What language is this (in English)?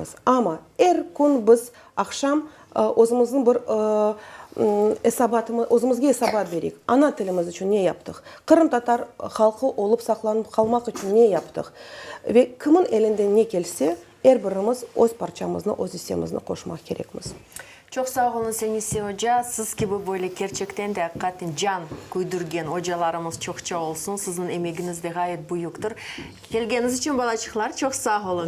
Crimean Tatar